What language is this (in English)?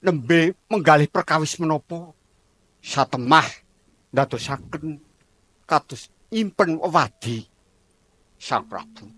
Javanese